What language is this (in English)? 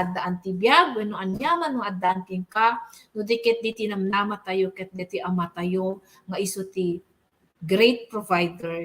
Iloko